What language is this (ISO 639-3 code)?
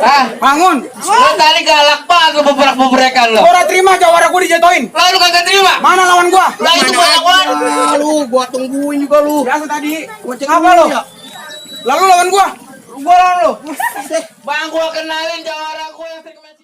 bew